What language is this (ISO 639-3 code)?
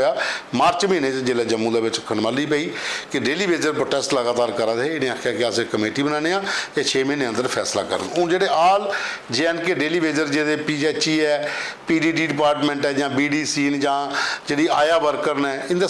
doi